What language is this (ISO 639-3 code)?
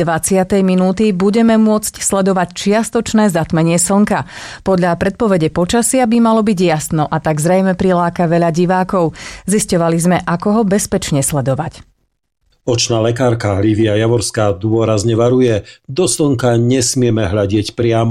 slk